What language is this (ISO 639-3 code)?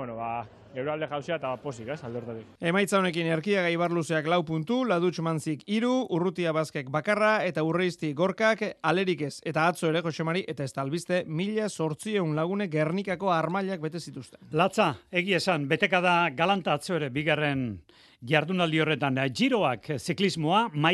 eus